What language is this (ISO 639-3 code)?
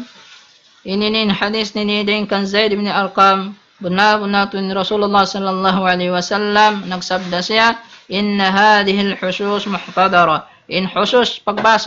tsg